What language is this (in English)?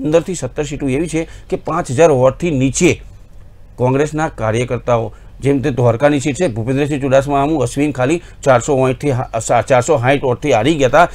Gujarati